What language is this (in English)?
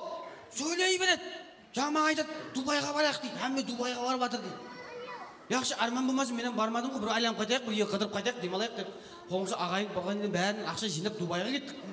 Kara-Kalpak